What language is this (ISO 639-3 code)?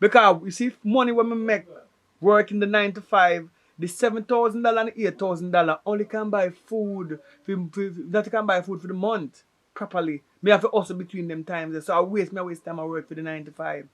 jam